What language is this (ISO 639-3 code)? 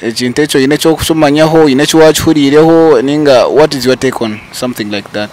nyn